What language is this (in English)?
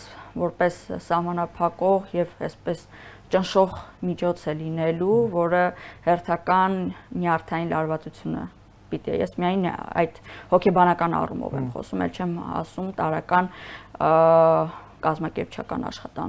Armenian